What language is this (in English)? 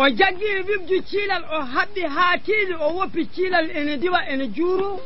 Fula